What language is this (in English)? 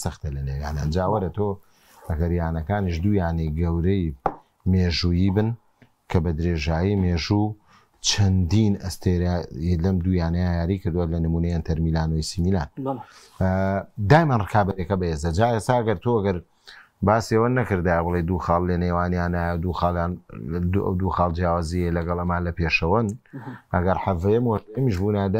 Central Kurdish